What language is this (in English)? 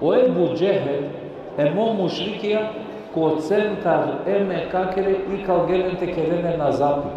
Balkan Romani